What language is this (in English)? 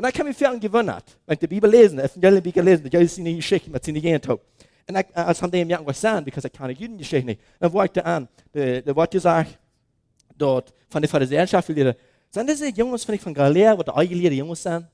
Plautdietsch